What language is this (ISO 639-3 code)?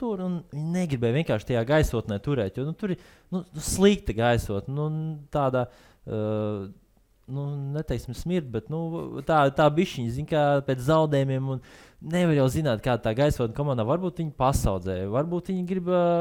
lav